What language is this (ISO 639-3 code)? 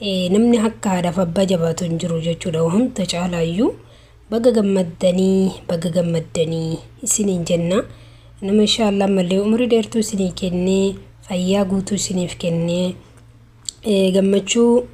orm